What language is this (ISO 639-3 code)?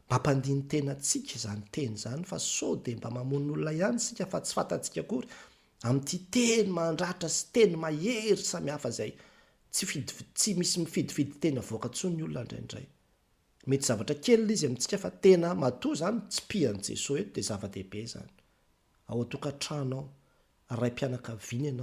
mlg